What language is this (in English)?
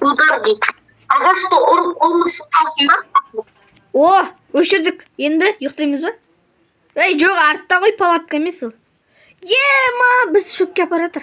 Kazakh